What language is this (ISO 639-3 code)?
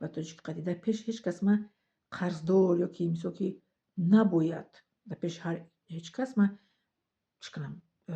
tgk